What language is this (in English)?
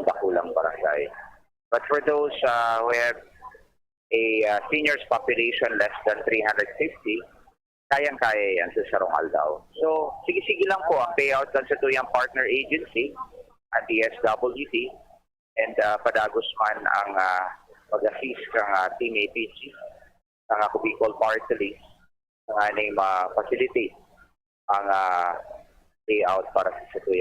Bikol